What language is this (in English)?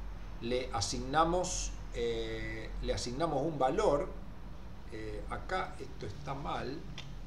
Spanish